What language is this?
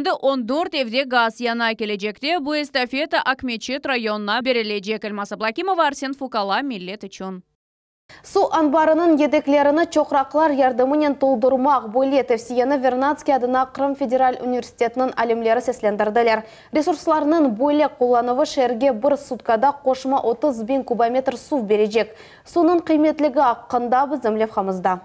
Crimean Tatar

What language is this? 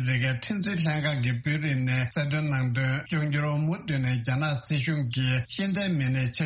Tibetan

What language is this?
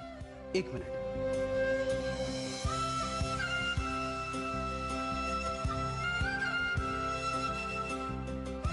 Gujarati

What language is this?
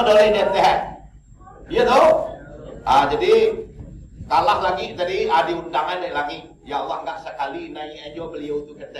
Minangkabau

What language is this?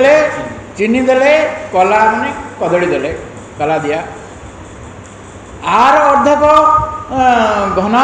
Odia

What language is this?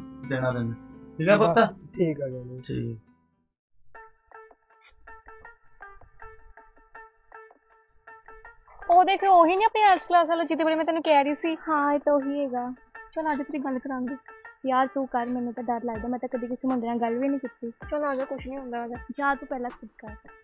Punjabi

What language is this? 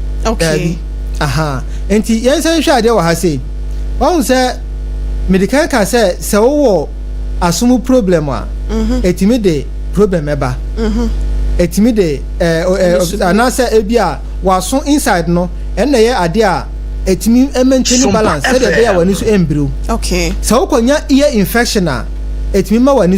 Akan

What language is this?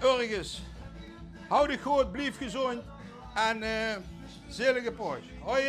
Limburgish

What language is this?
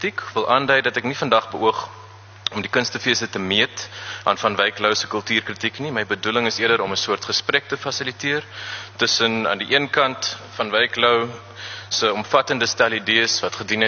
Afrikaans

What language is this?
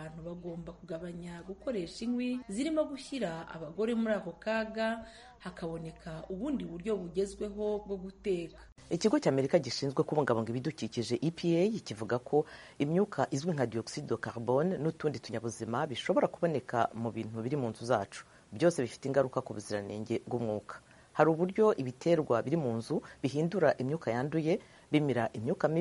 Kinyarwanda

